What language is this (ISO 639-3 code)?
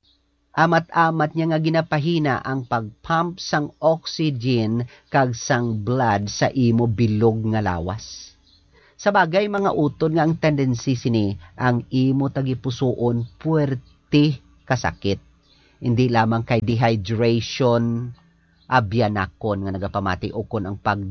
hil